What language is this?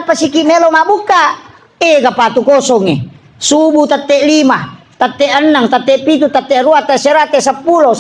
Buginese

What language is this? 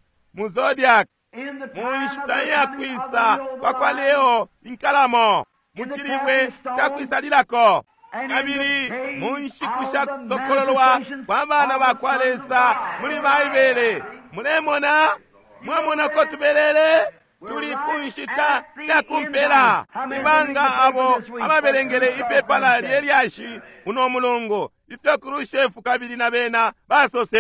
Bemba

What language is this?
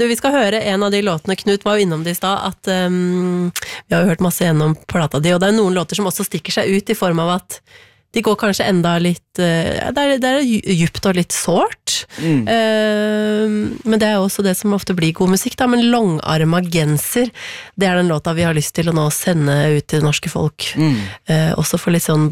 Norwegian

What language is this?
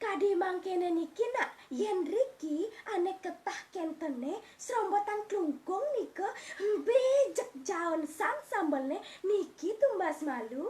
Balinese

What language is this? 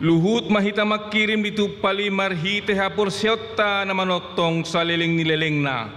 Batak Toba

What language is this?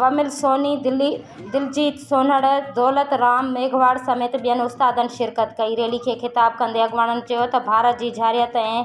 Sindhi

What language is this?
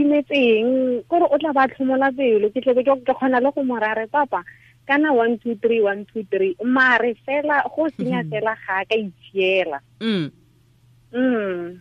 Tswana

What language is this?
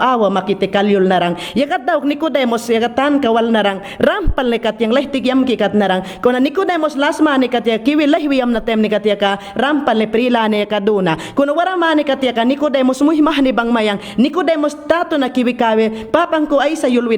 Mayangna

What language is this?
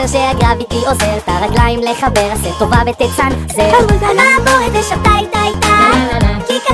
Hebrew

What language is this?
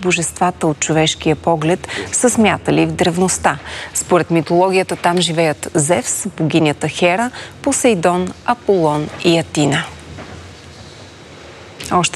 Bulgarian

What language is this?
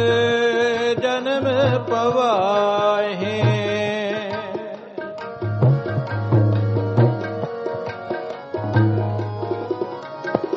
Punjabi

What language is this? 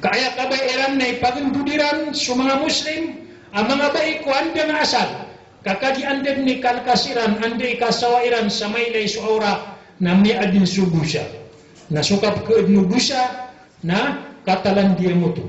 Maranao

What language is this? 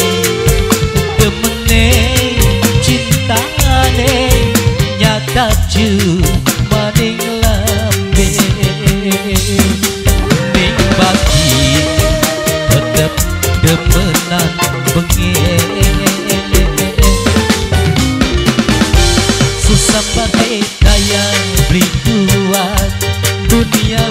Javanese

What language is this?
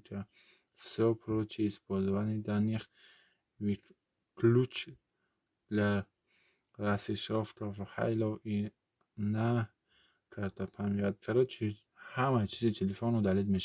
Tajik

